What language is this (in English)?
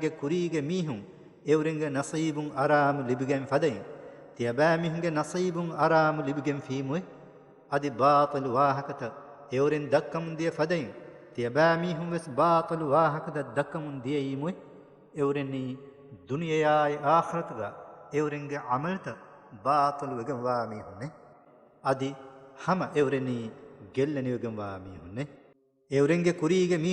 Divehi